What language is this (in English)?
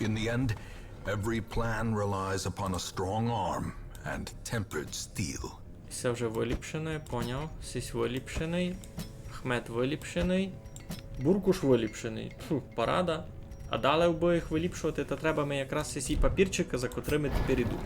Rusyn